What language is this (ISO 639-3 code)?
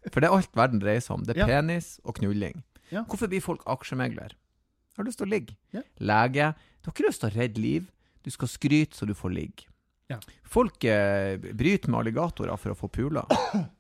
nor